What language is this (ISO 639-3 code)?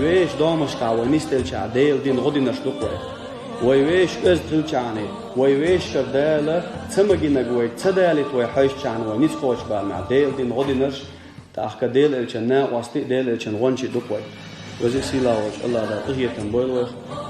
che